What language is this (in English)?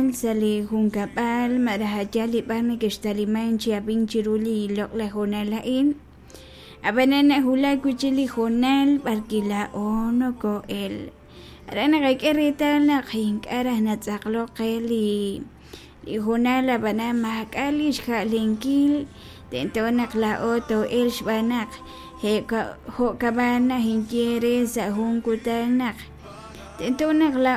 Kekchí